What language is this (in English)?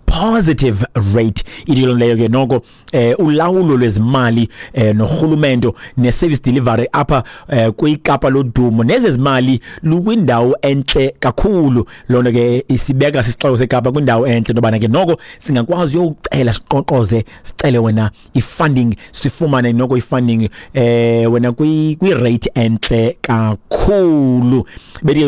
Xhosa